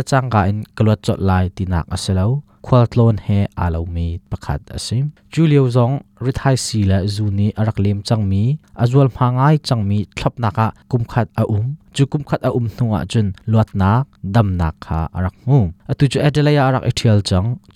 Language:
Hakha Chin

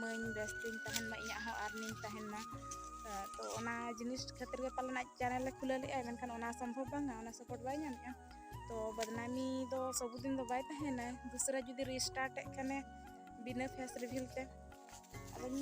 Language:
Santali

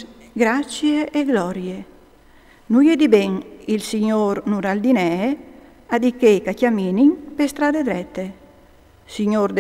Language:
Friulian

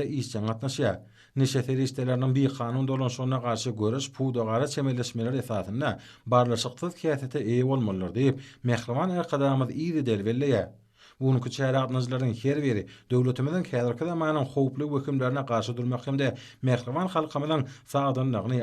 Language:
Turkmen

